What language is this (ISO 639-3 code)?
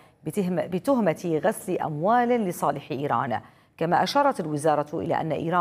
ara